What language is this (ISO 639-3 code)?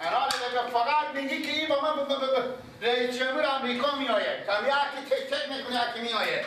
fas